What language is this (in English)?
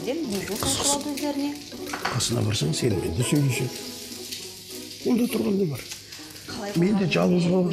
Kazakh